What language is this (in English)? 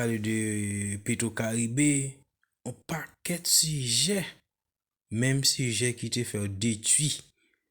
Haitian Creole